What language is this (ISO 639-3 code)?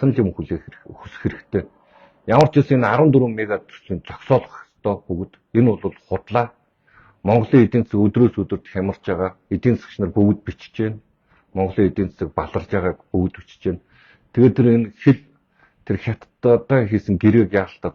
mon